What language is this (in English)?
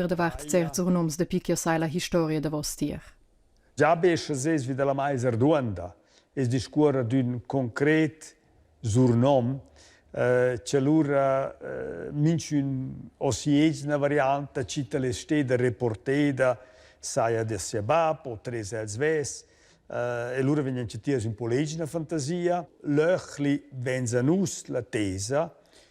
Romansh